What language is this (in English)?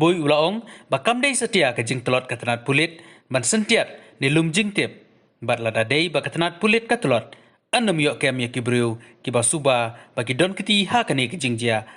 Khasi